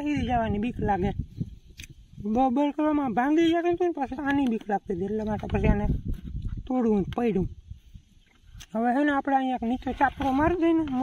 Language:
Gujarati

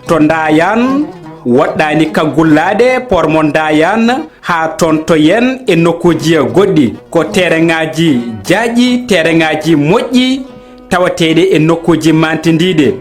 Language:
Fula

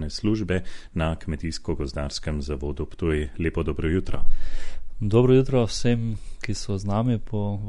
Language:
Slovenian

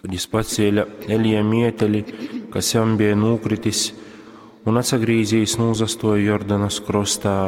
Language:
Latgalian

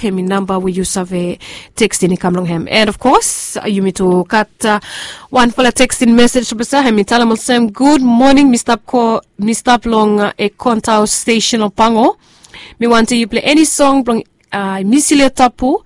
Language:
Bislama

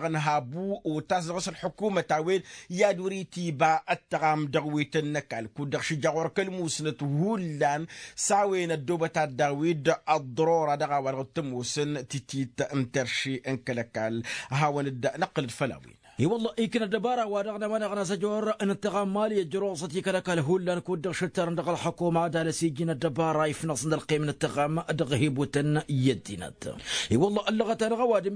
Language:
Tamasheq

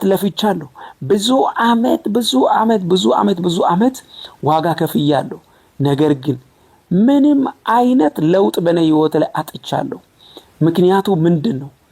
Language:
Amharic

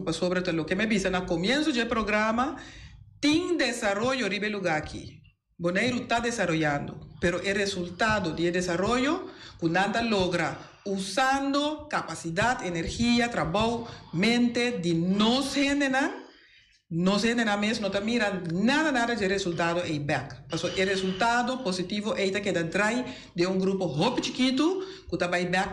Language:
Papiamento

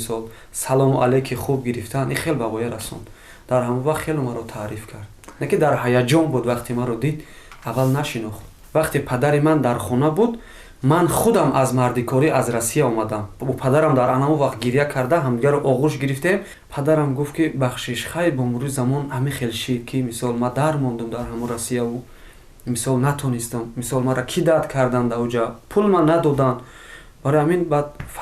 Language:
Tajik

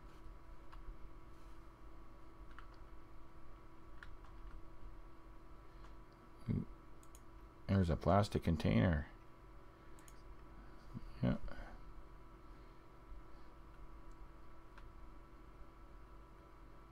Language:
English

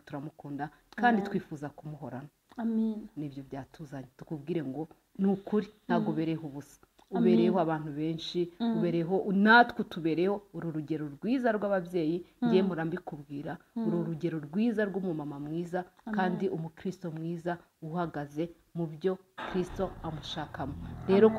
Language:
Kinyarwanda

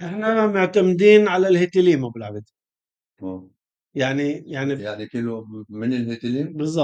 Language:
North Levantine Arabic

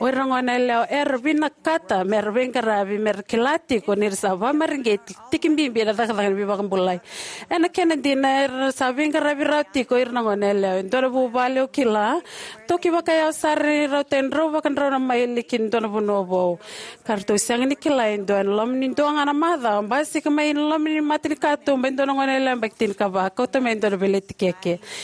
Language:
Fijian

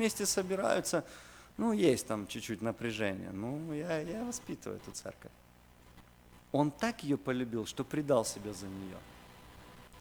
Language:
Russian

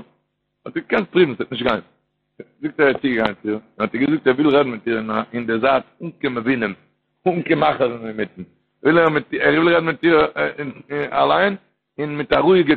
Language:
Yiddish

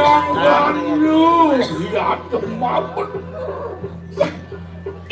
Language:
Balinese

